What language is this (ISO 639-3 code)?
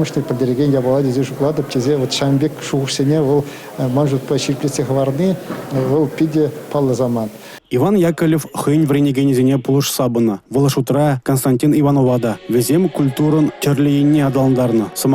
chv